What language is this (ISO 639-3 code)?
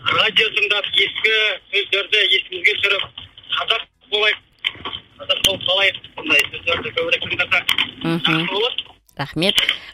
kaz